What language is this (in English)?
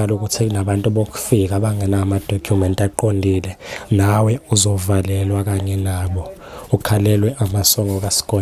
Zulu